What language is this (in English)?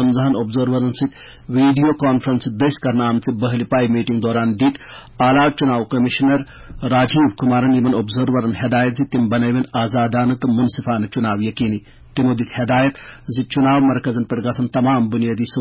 Kashmiri